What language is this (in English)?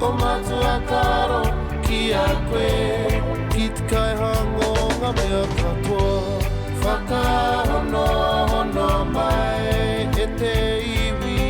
Māori